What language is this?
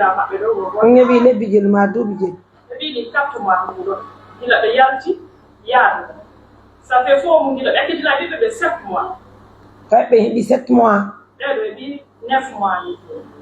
Pular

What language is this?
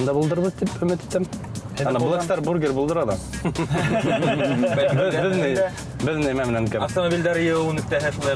Bashkir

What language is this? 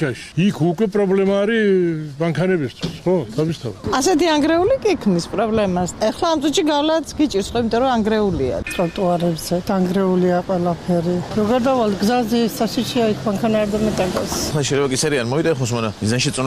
Georgian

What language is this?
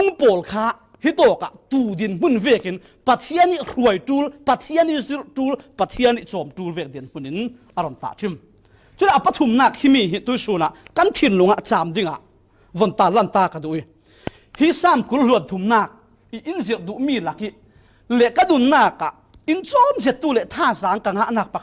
Falam Chin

